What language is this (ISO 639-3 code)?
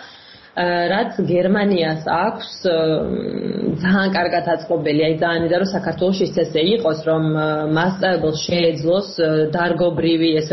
kat